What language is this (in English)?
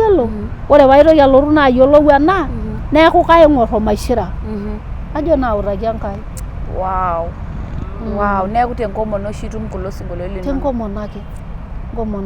Masai